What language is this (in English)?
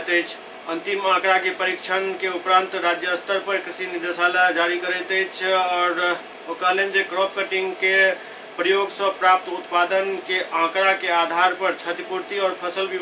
Maithili